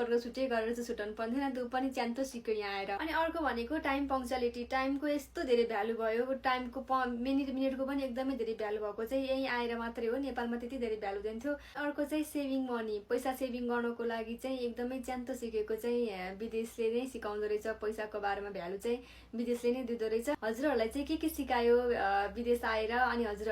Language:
Nepali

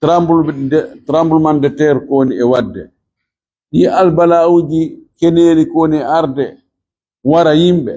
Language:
Fula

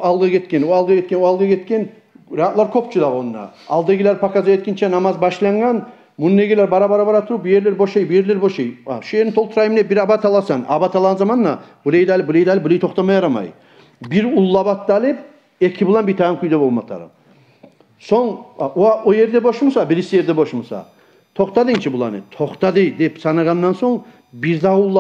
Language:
Kumyk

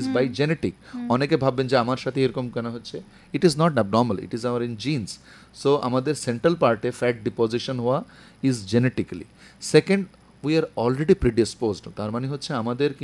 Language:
Bangla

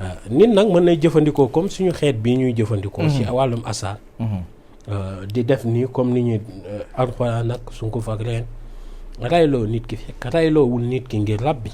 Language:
Wolof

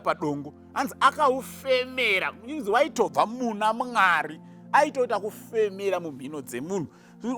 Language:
Shona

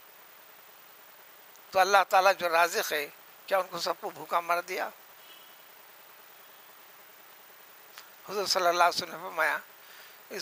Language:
Urdu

